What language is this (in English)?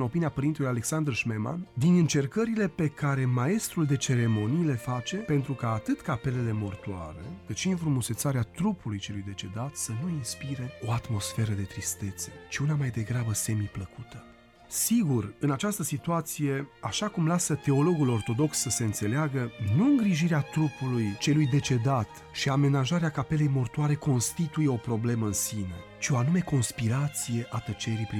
Romanian